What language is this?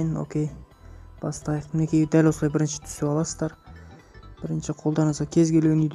Kazakh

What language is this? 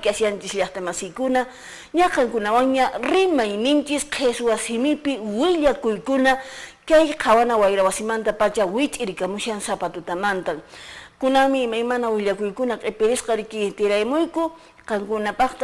Quechua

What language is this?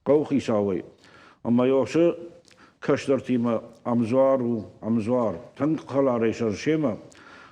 Ossetic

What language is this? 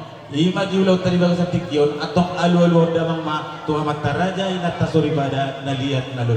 Batak Toba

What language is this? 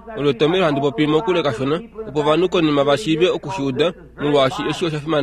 Kuanyama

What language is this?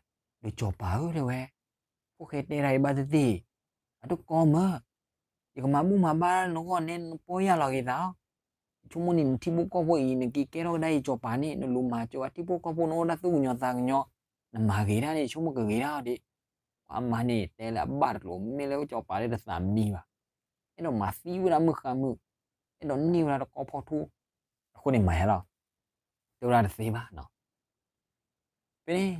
S'gaw Karen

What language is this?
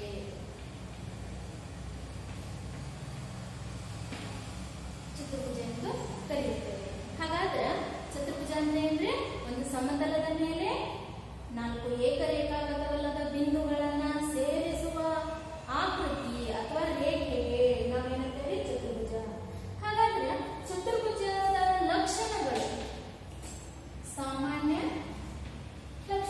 Kannada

